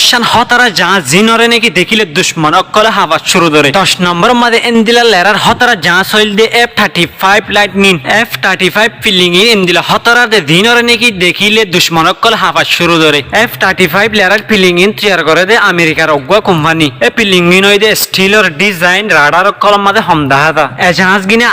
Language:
Rohingya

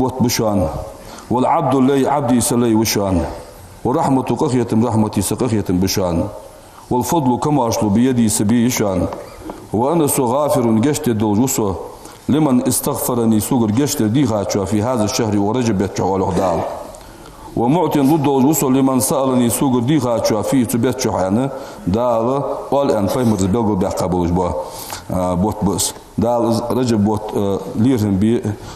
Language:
Ingush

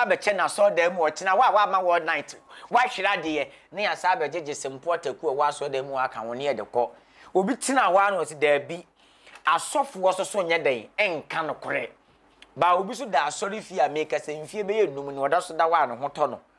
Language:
Akan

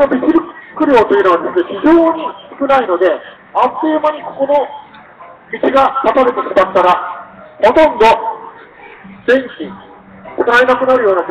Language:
Japanese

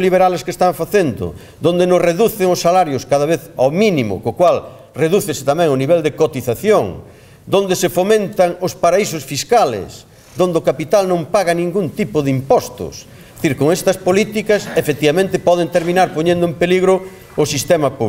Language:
Galician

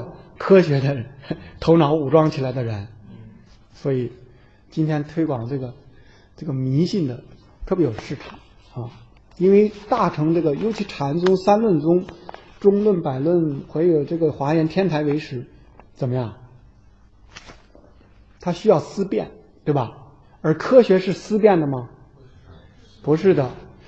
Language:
Chinese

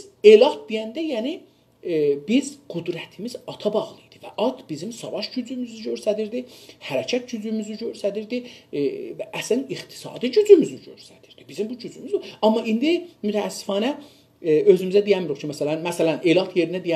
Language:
South Azerbaijani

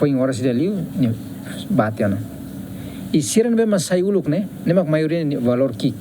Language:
Tetum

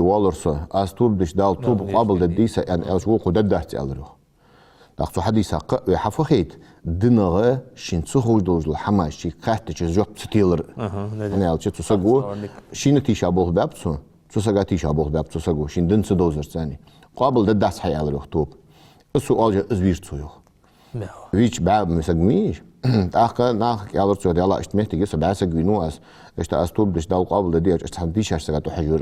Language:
Ingush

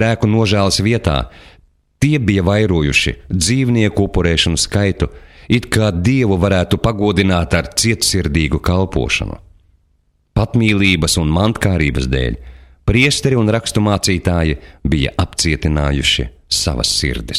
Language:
Latvian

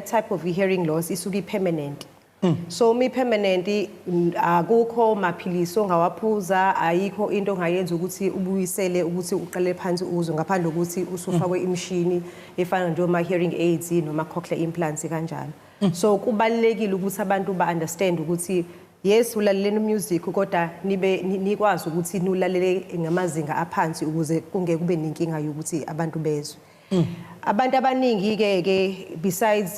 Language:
Zulu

